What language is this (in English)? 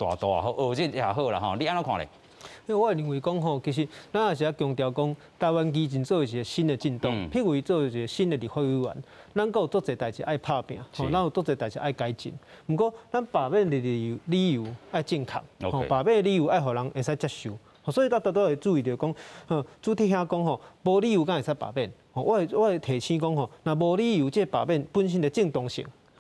Min Nan Chinese